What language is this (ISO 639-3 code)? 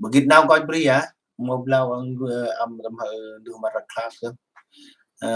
cmo